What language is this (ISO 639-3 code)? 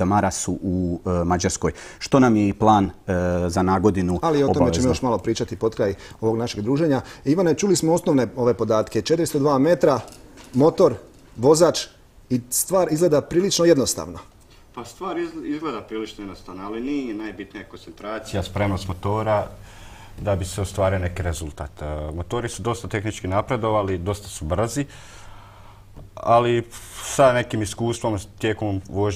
hrv